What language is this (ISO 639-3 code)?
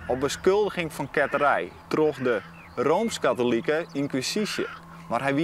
fry